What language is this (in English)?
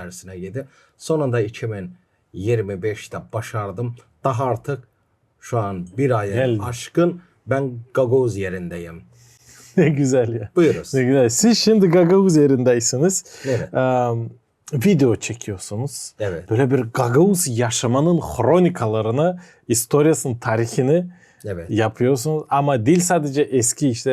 Gagauz